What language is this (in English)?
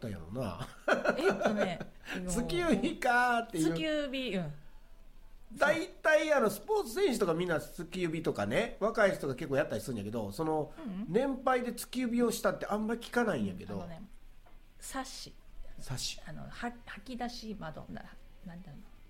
Japanese